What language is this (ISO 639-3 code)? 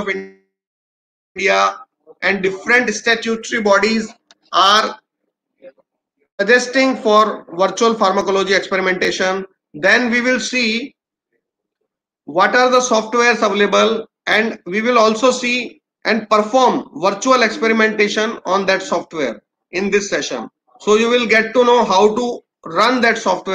eng